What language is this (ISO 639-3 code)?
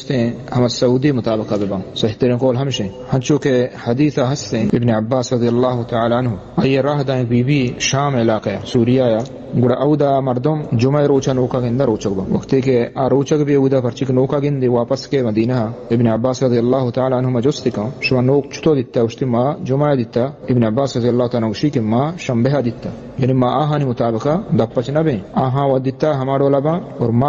bal